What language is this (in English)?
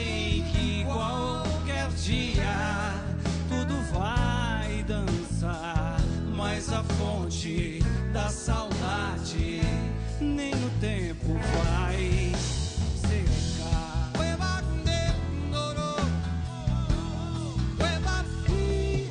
Portuguese